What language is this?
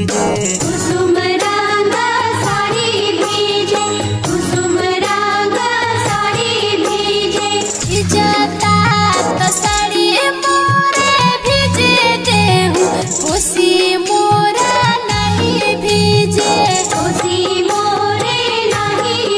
Bhojpuri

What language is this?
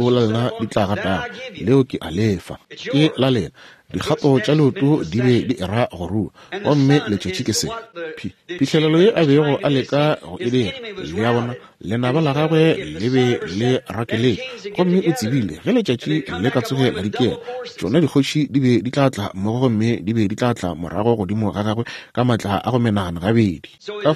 Northern Sotho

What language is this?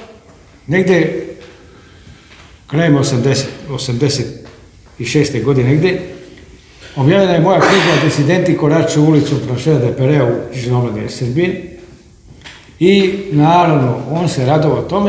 Serbian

